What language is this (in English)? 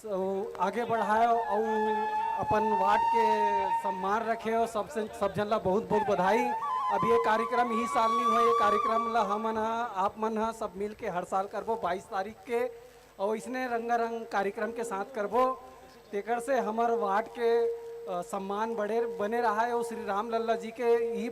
Chhattisgarhi